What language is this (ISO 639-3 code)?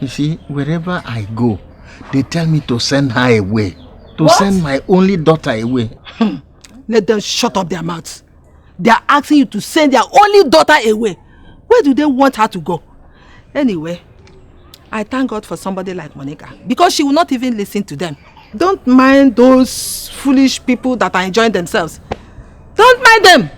pcm